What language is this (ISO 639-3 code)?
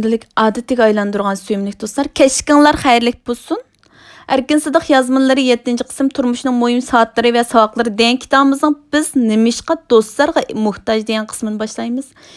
uig